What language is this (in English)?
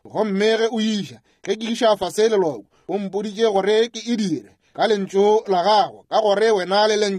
Northern Sotho